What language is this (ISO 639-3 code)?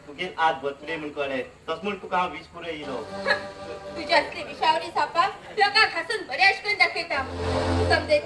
kok